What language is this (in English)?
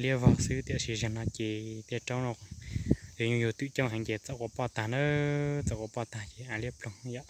Hmong